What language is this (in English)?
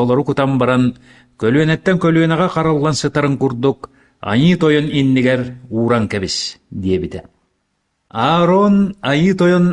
Yakut